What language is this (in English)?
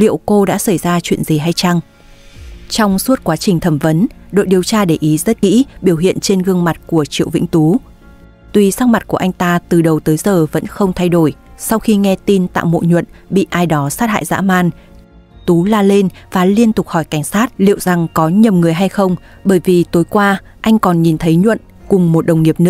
Vietnamese